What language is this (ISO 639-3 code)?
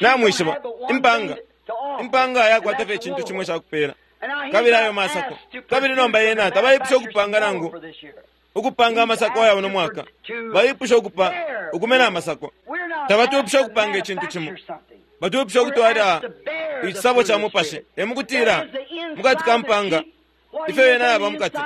bem